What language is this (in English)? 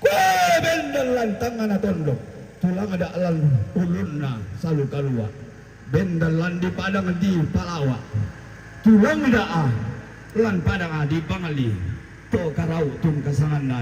Toraja-Sa'dan